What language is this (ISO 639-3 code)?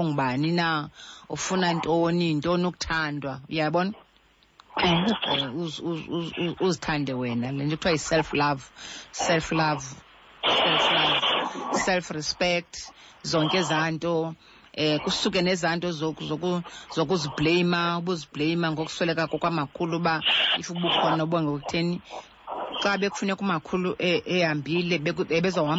xho